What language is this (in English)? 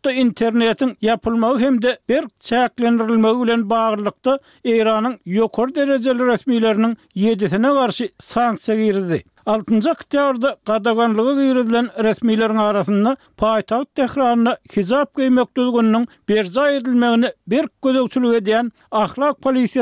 Turkmen